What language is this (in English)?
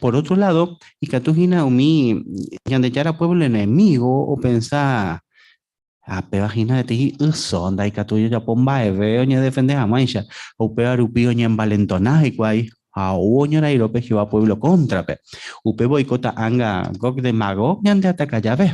Guarani